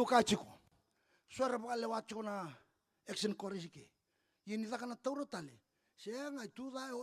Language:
Fijian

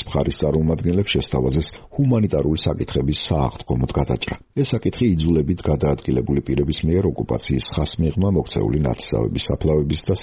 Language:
Georgian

